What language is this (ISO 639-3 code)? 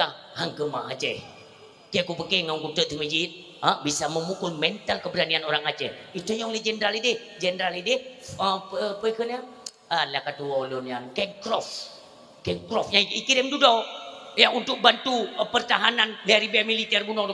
ace